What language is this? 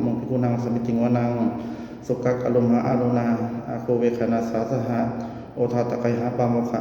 Pali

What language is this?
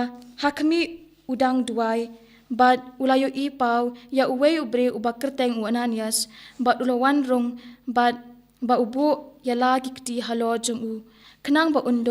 Khasi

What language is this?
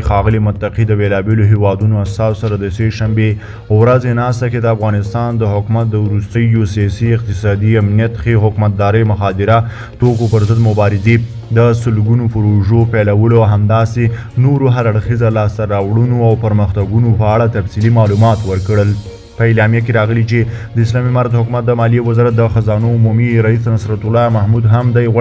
Pashto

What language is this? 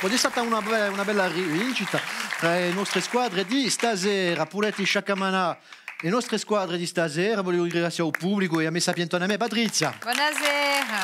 Corsican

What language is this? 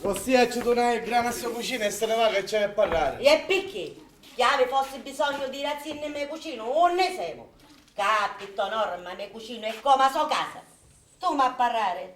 Sicilian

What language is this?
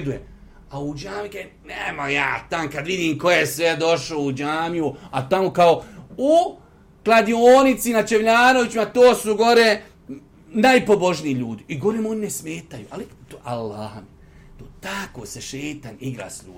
Bosnian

